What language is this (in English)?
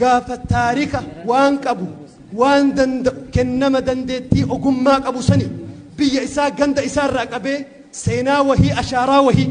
Oromo